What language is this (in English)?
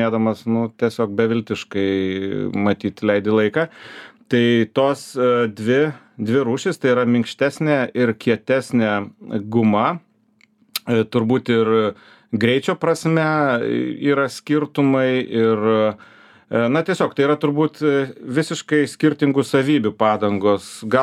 Lithuanian